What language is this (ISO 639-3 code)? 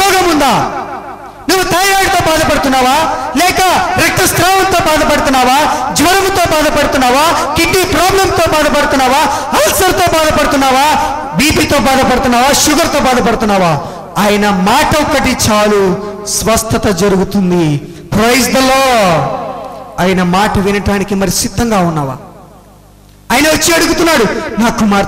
tel